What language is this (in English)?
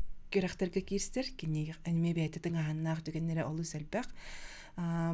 Yakut